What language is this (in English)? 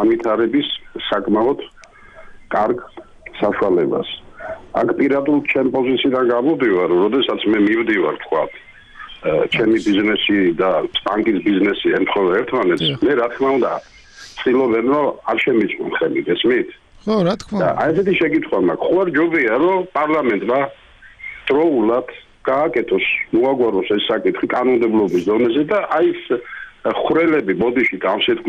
Georgian